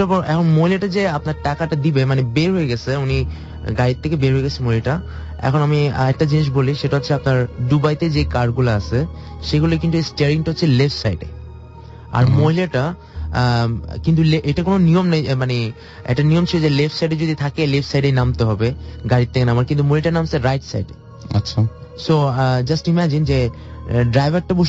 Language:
Bangla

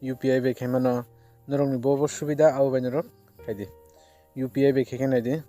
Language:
Kok Borok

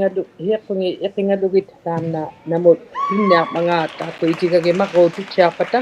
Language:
Inuktitut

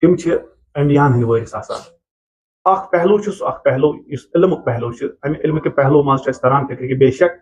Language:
Kashmiri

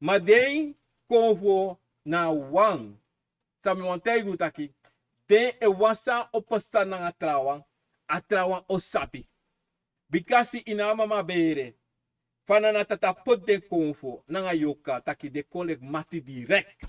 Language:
Sranan Tongo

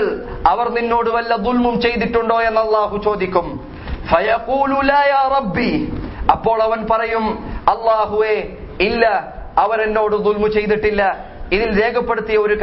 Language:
Malayalam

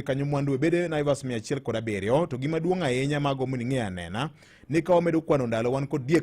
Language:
Luo (Kenya and Tanzania)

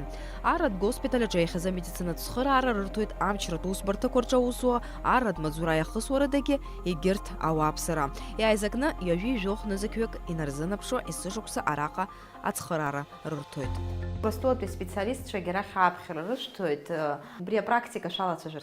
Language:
Abkhazian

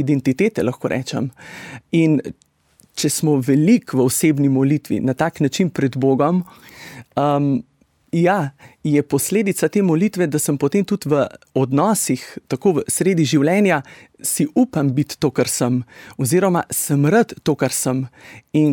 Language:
Slovenian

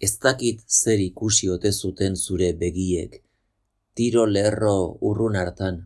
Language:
Basque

